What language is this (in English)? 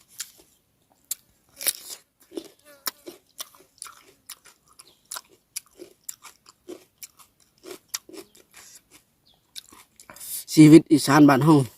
Lao